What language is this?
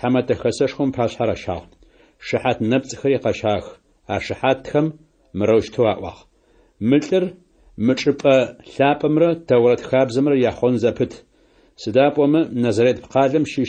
Adyghe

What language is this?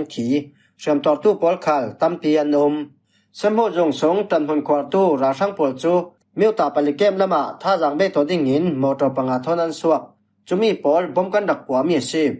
Falam Chin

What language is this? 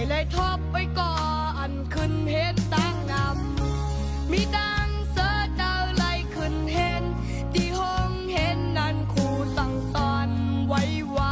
Shan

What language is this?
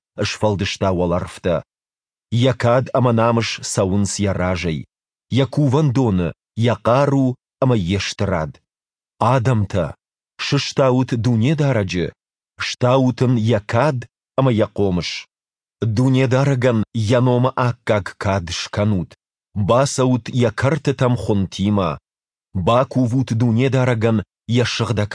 Ossetic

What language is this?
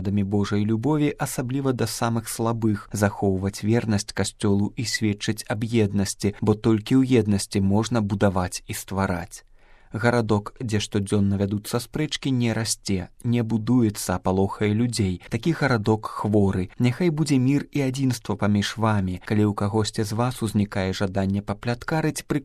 Belarusian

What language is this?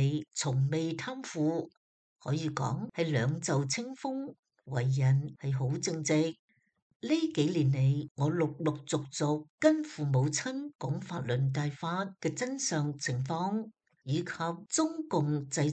Cantonese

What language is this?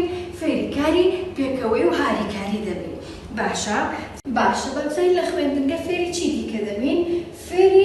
Central Kurdish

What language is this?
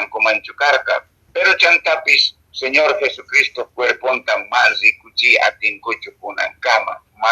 Quechua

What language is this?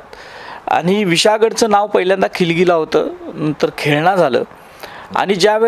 Marathi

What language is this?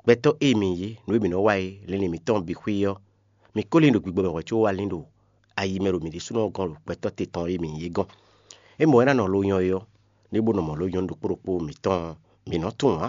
Fon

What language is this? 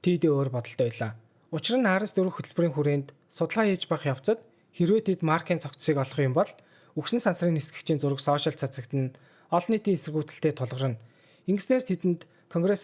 Mongolian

